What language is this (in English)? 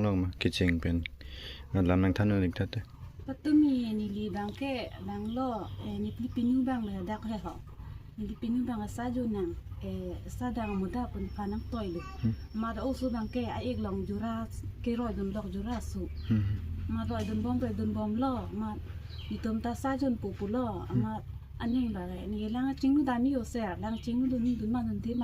Karbi